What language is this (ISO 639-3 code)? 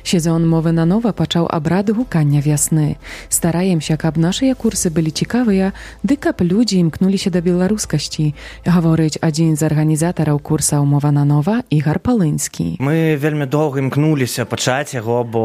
bel